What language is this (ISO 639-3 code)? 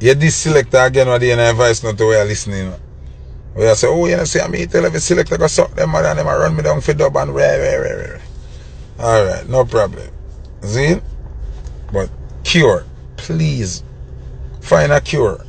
jam